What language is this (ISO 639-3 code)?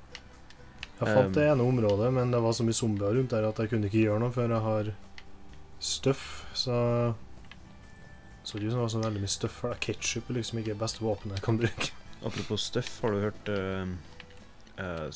nor